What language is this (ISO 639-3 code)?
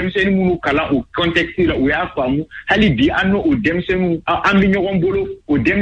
bam